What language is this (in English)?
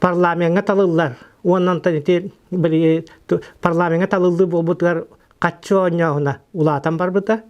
Yakut